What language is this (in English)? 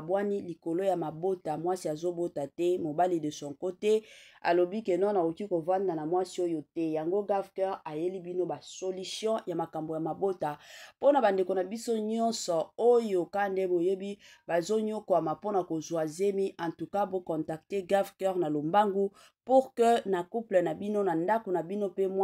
Lingala